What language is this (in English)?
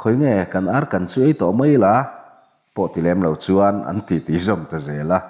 Mizo